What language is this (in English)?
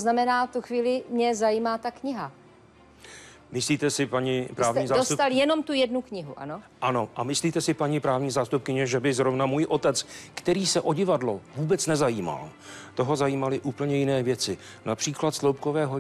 Czech